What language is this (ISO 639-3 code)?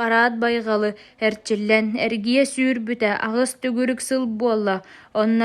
sah